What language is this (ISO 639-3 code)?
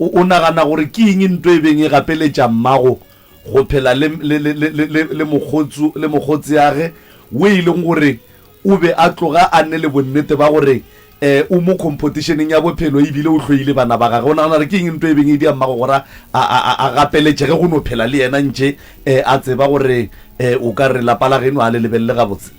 nso